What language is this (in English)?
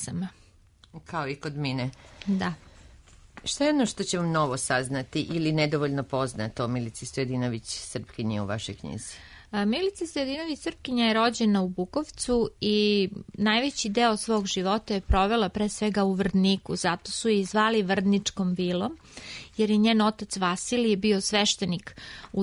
Serbian